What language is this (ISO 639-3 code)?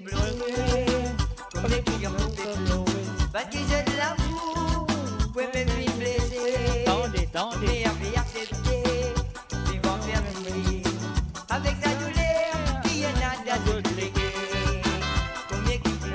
mfe